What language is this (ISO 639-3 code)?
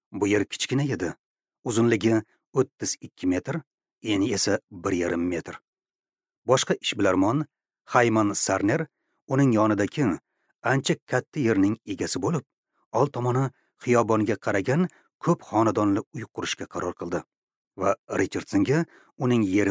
uzb